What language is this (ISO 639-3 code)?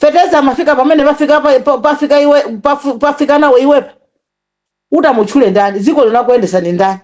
nya